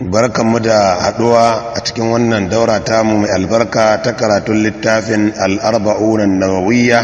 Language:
Hausa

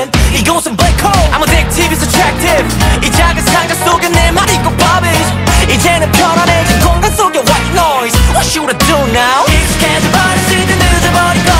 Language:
Korean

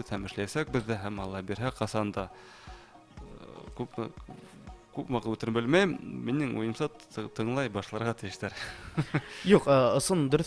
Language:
Bashkir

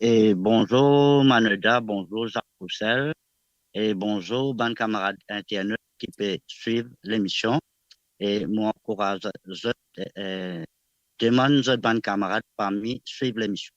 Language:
Morisyen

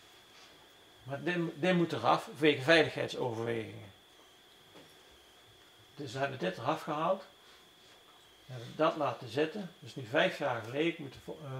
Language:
Dutch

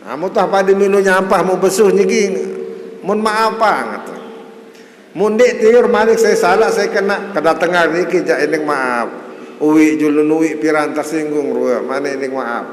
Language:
Sasak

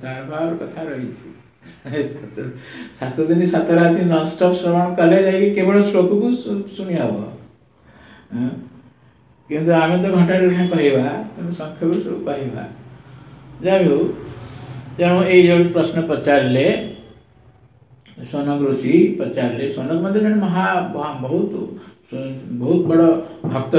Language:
Odia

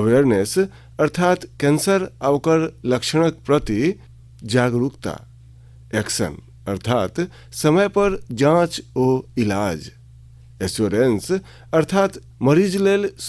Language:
Maithili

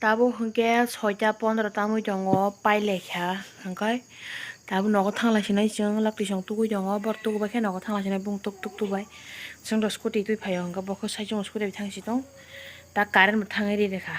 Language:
Kok Borok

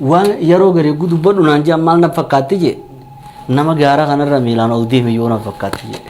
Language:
Oromo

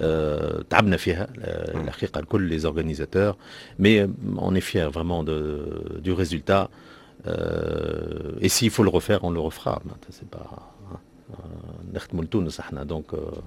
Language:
Tunisian Arabic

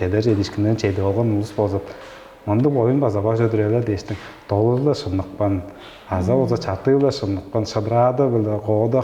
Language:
Tuvinian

